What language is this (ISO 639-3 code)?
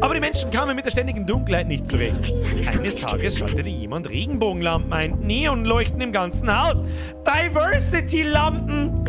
bar